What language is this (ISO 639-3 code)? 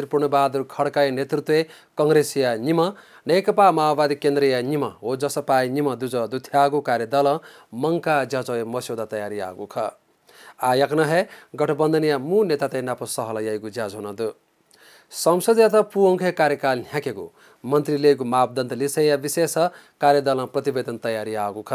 new